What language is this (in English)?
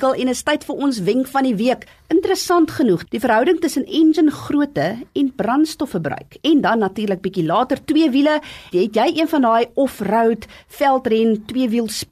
Afrikaans